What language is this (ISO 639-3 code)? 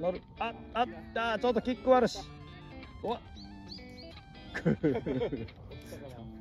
jpn